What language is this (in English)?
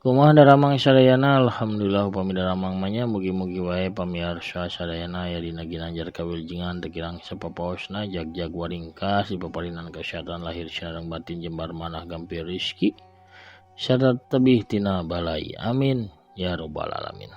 Sundanese